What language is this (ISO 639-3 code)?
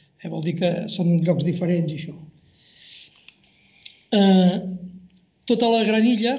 cat